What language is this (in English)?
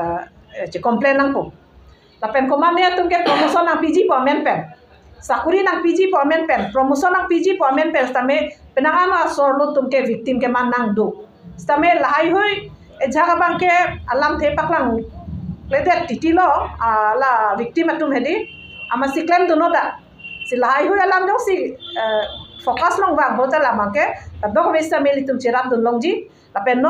Karbi